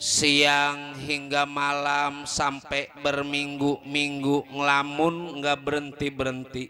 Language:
Betawi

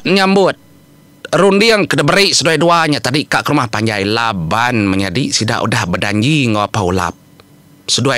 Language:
Iban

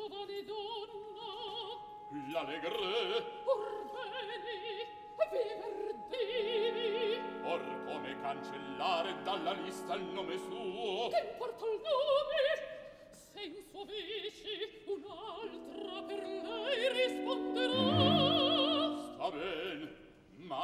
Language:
Italian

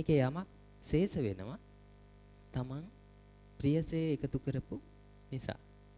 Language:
Sinhala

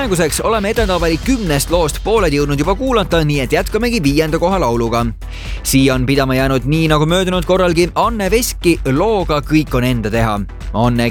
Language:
Estonian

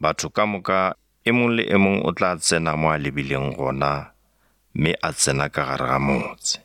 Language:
Northern Sotho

